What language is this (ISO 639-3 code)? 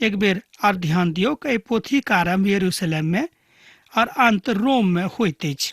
mai